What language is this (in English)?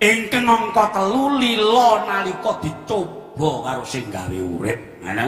Javanese